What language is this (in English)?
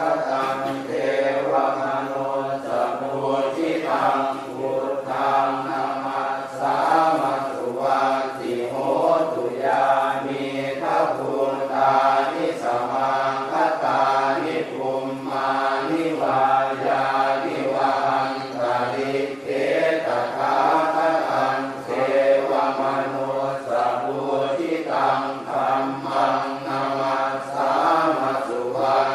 Pali